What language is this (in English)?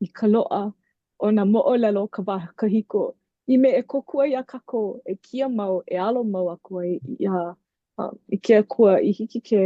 Hawaiian